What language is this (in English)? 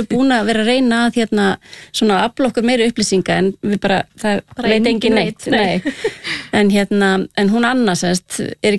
Icelandic